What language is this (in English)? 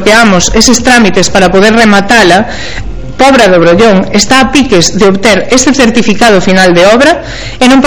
Galician